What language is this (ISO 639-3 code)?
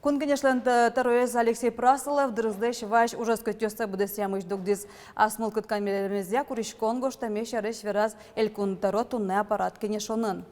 udm